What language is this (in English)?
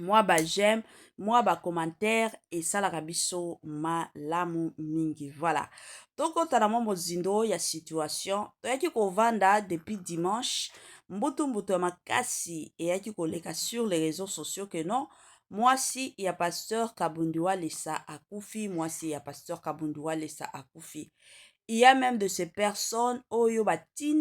Lingala